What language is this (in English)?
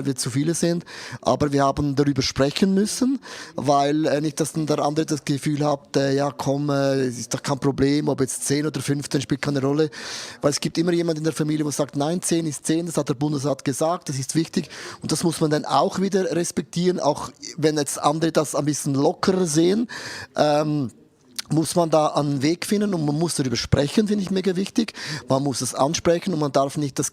Swiss German